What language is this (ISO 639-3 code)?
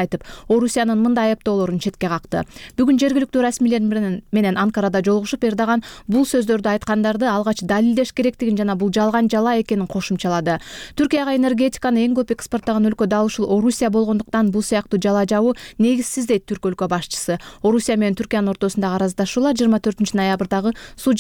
kir